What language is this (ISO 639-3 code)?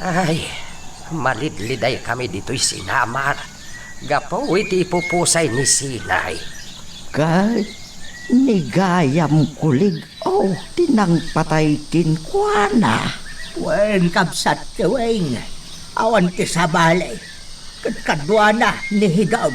ilo